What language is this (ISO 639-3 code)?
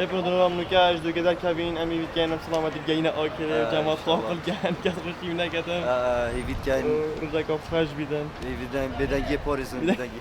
kur